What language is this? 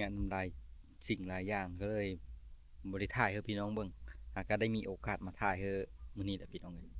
Lao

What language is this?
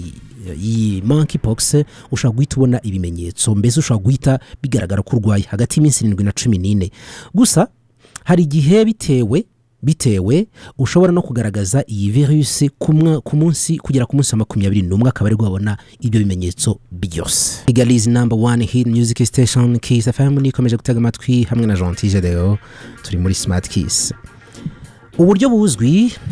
Kinyarwanda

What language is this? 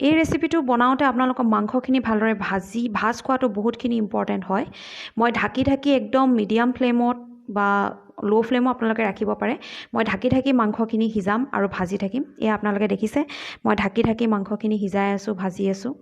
Assamese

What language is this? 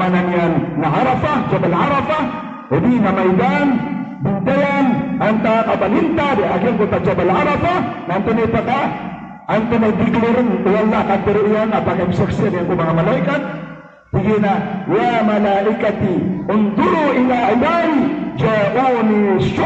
Maranao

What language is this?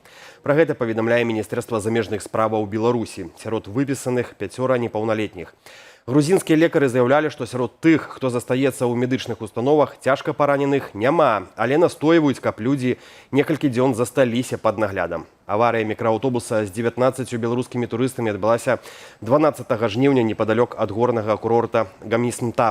Belarusian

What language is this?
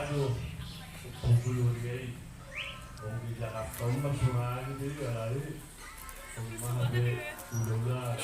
Batak Toba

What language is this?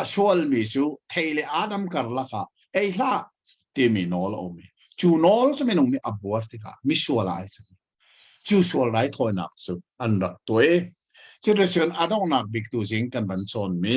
Hakha Chin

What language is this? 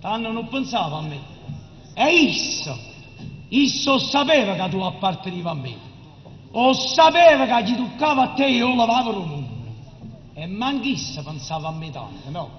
Neapolitan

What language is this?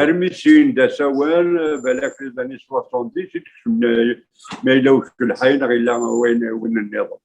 Kabyle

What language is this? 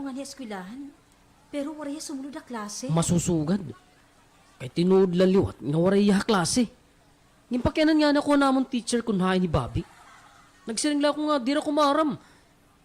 Waray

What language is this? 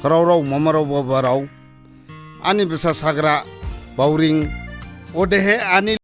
Dimasa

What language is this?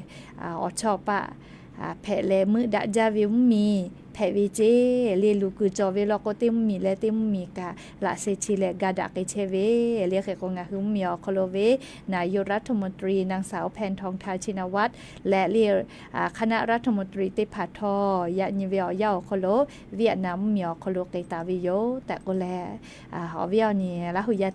Lahu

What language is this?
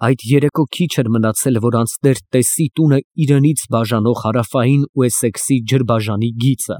Armenian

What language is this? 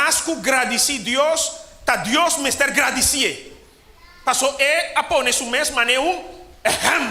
Papiamento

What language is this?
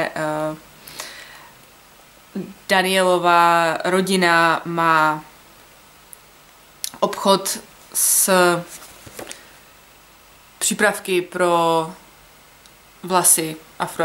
Czech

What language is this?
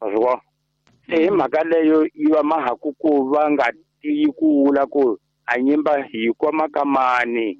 Tsonga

